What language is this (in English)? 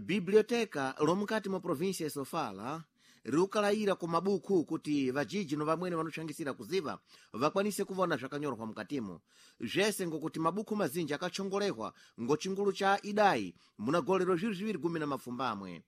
Sena